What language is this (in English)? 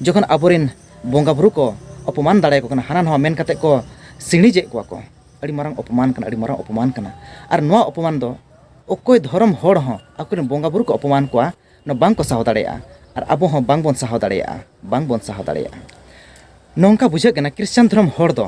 Santali